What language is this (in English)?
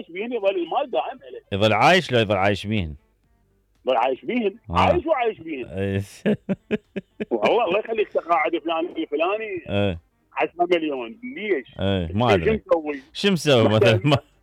Mesopotamian Arabic